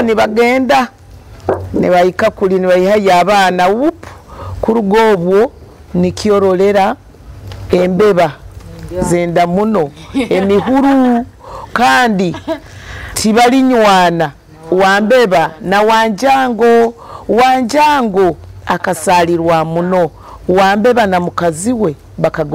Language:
Nyoro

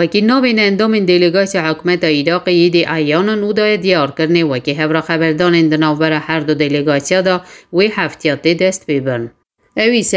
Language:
Kurdish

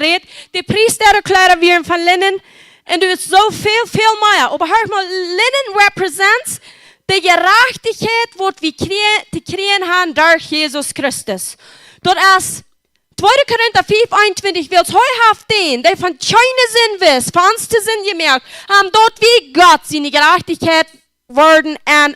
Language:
Plautdietsch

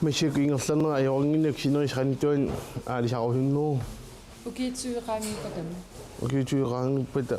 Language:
Kalaallisut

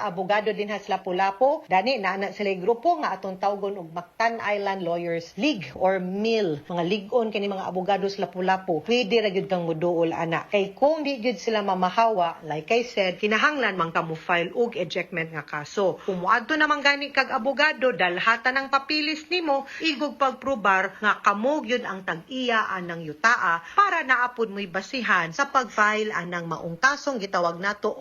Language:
Cebuano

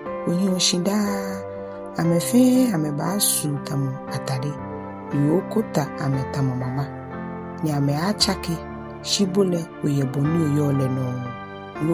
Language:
Ga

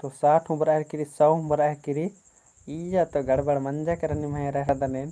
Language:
Kurukh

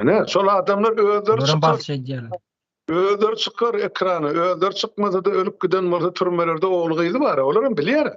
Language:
Turkmen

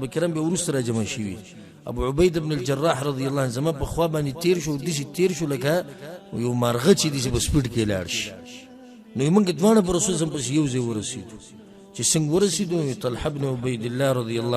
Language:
Pashto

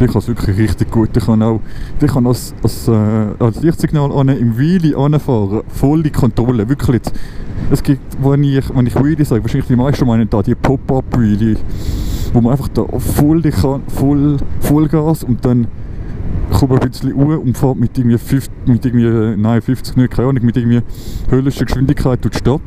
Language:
Swiss German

